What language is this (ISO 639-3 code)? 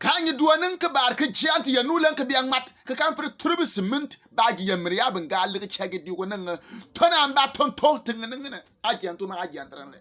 bim